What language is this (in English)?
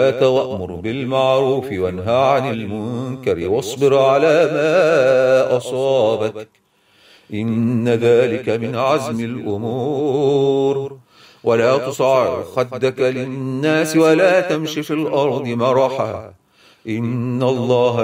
Arabic